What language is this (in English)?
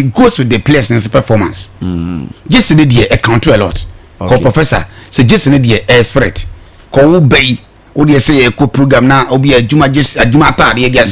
Akan